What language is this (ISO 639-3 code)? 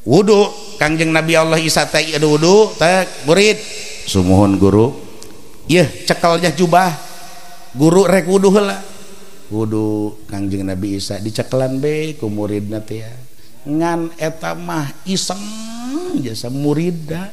sun